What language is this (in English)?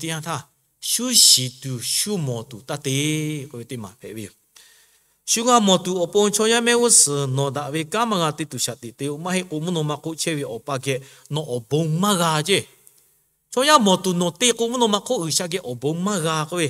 Lahu